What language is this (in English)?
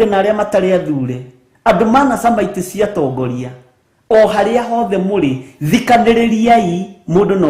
Kikuyu